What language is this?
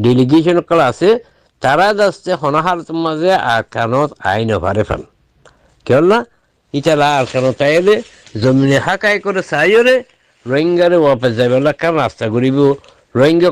Rohingya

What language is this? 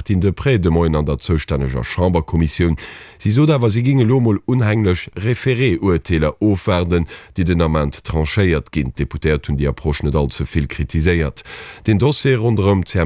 Luxembourgish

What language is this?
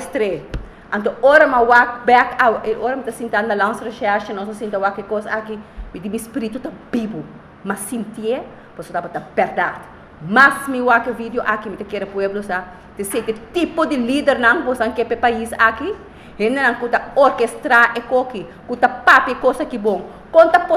Papiamento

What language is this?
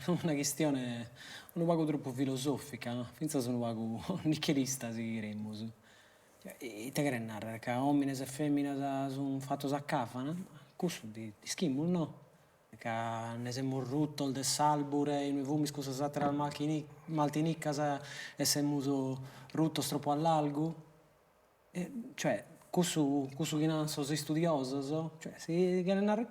Sardinian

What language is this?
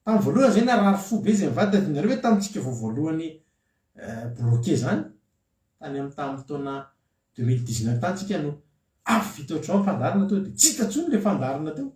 Malagasy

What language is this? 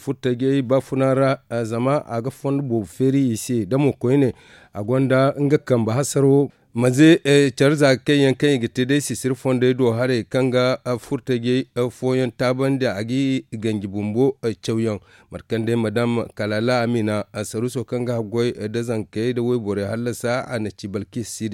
Zarma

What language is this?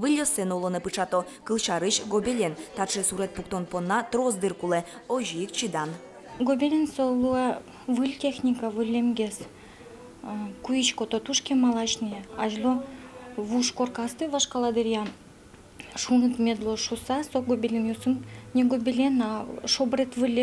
Udmurt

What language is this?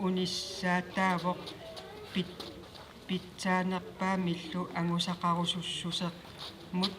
Kalaallisut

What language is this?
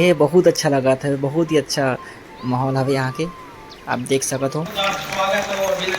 Chhattisgarhi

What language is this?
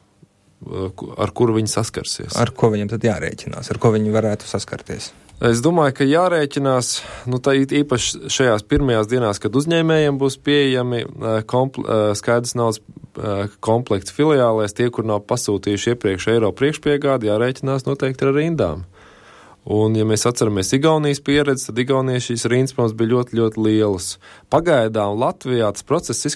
Latvian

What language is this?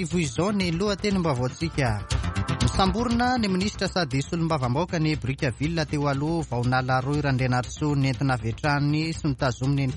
Malagasy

